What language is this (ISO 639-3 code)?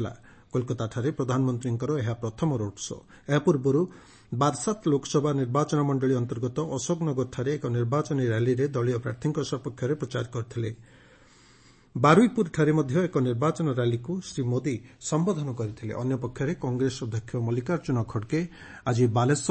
ori